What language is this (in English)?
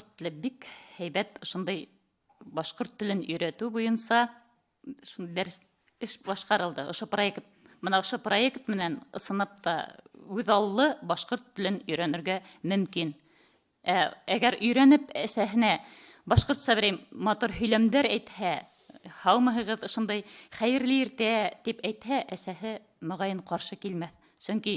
Bashkir